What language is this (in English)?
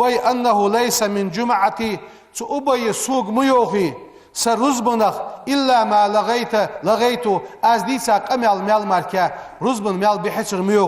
Ingush